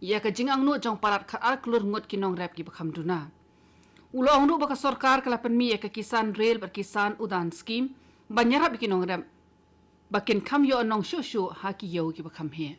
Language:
Khasi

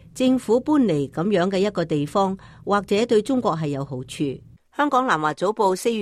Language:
Cantonese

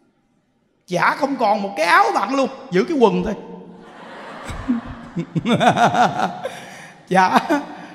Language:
Vietnamese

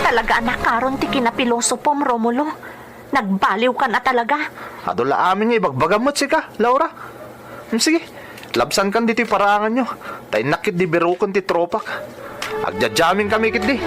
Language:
Iloko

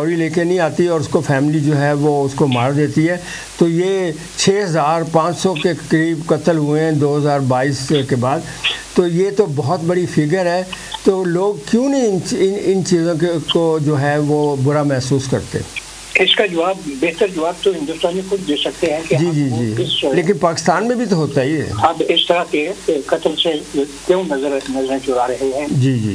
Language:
Urdu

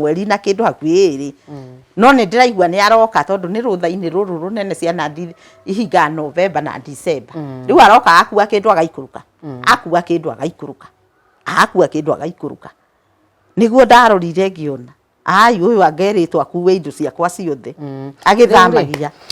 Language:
Kikuyu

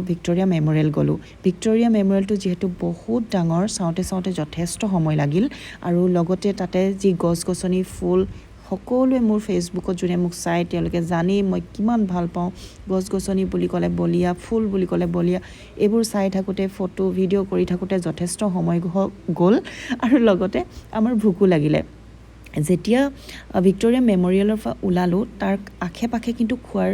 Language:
Assamese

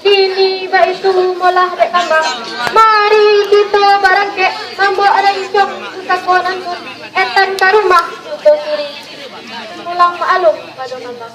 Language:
Minangkabau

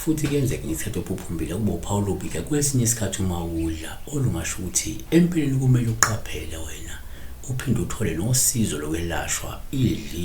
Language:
Zulu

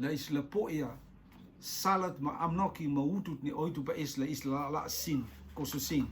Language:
Rotuman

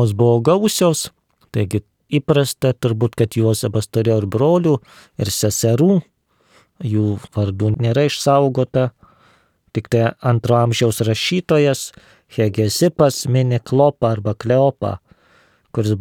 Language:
Lithuanian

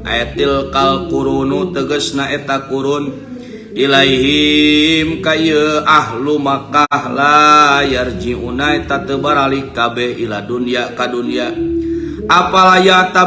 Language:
Sundanese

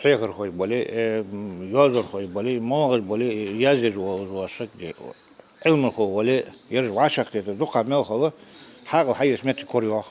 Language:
Ingush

